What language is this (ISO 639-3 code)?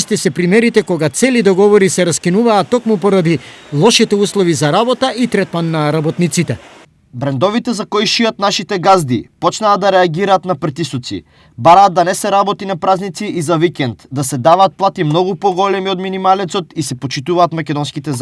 mkd